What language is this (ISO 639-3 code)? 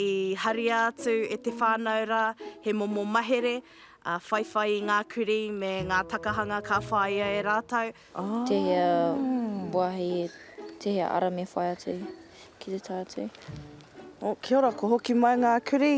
mri